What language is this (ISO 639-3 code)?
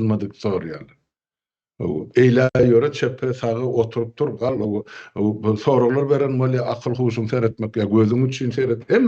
tuk